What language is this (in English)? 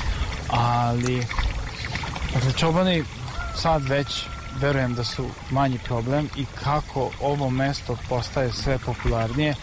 Serbian